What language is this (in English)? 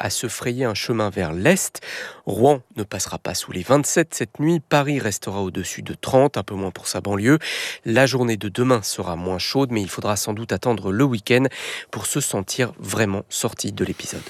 French